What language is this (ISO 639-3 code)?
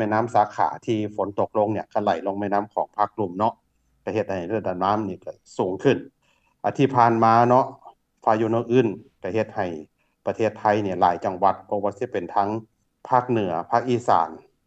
lao